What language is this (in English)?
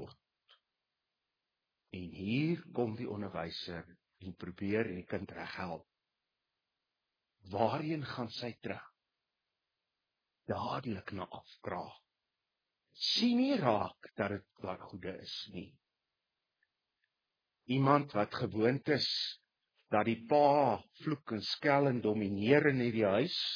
Afrikaans